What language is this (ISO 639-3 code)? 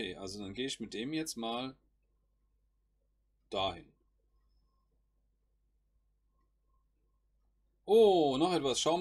deu